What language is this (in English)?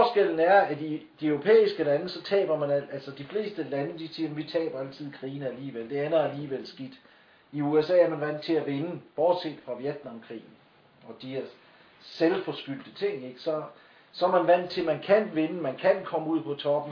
Danish